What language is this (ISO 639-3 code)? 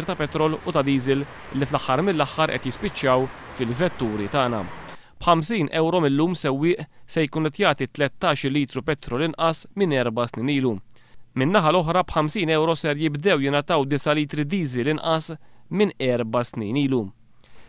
mlt